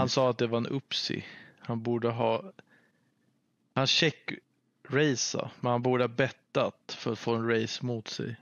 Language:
Swedish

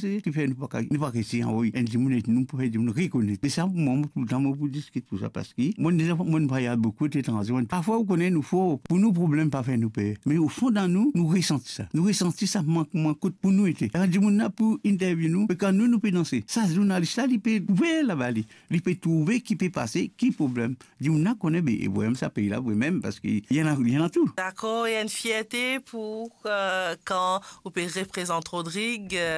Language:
Morisyen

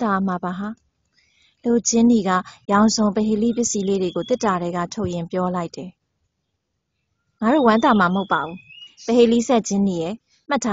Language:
Burmese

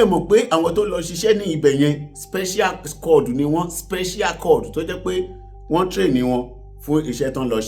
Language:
Yoruba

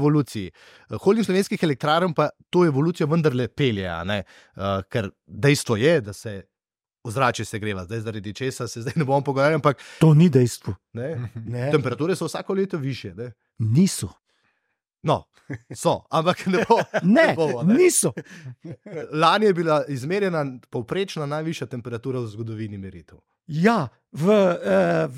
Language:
Slovenian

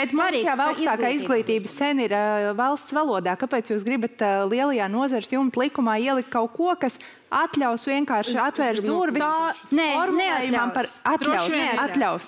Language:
Latvian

